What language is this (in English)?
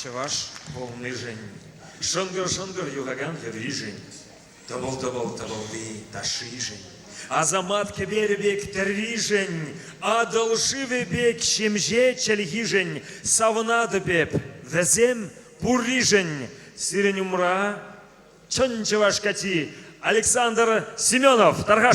Chuvash